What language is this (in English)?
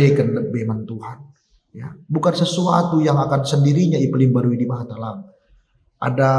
Batak Karo